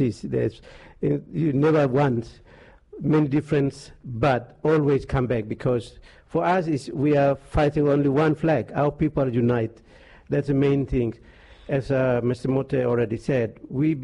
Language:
Bislama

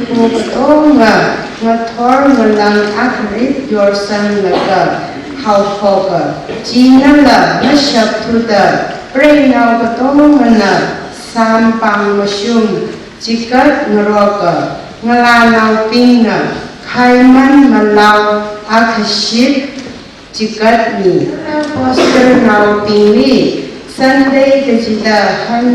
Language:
Tangkhul Naga (India)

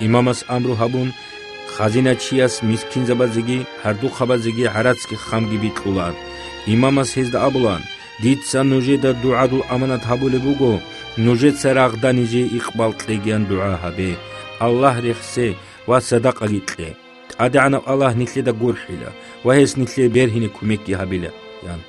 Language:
Avaric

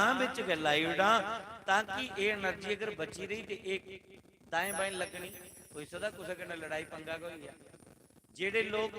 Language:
Dogri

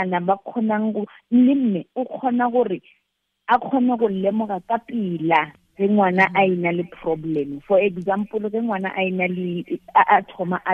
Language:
Tswana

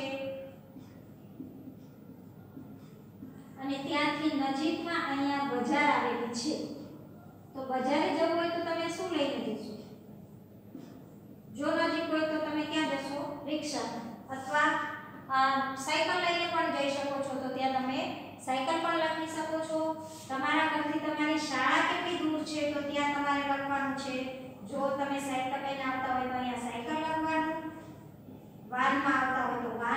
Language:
Gujarati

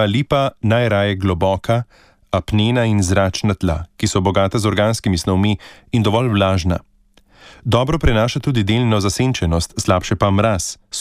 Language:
Slovenian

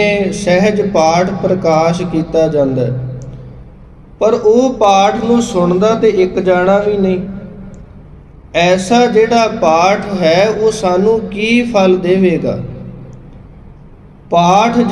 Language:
Punjabi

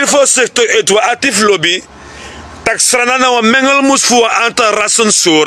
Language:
Sranan Tongo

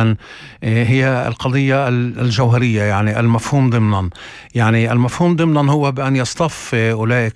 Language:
North Levantine Arabic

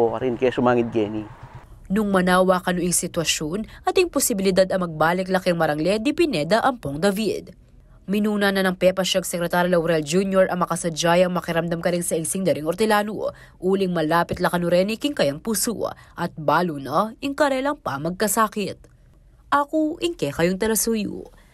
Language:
Pampanga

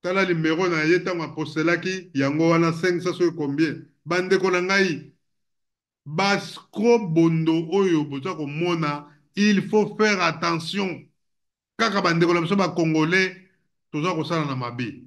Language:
Lingala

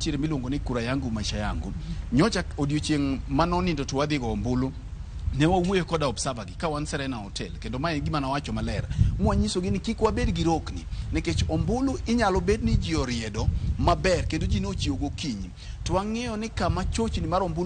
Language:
Luo (Kenya and Tanzania)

